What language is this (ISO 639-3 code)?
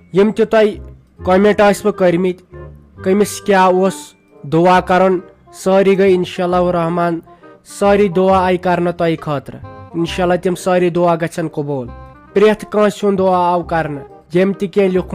kas